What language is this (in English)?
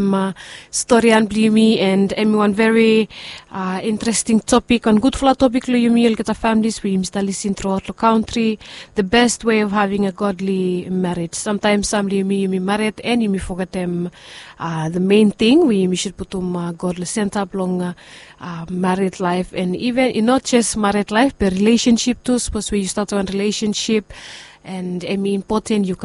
Bislama